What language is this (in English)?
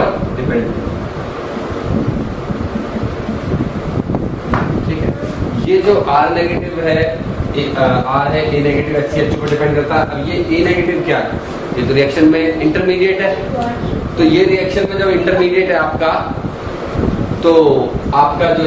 Hindi